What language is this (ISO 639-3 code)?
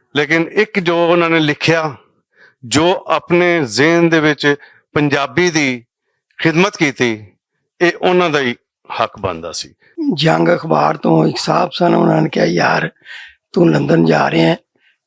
lah